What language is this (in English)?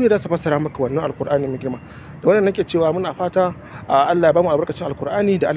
Hausa